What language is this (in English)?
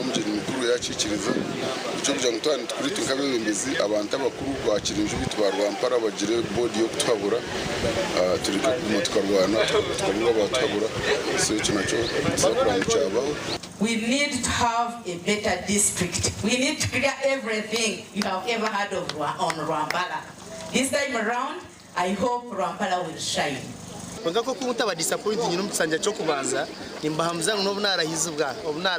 Nyankole